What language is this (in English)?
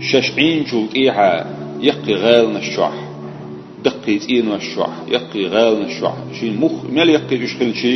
Chechen